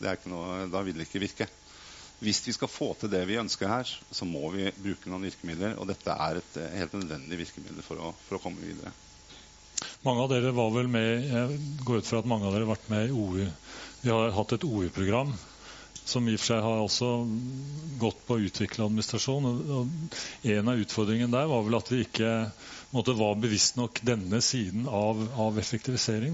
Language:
Norwegian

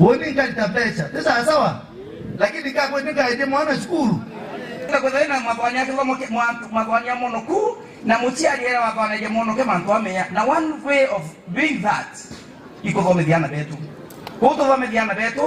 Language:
Meru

